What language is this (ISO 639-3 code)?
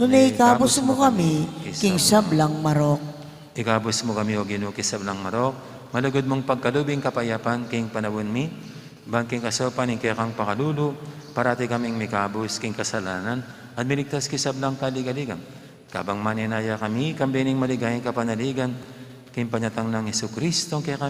pam